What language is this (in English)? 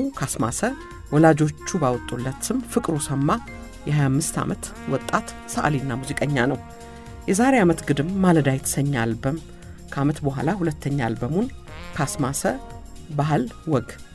Amharic